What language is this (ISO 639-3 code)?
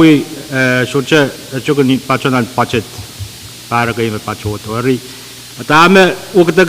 pon